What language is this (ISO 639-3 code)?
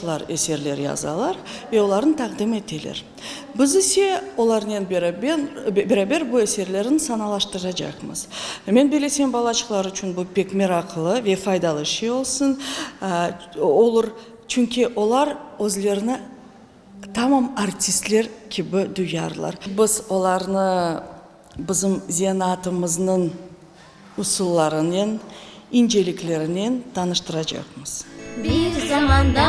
crh